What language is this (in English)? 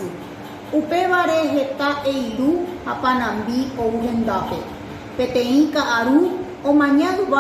Guarani